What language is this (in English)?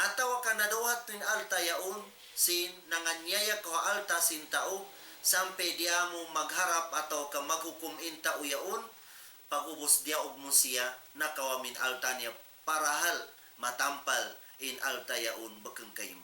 Tausug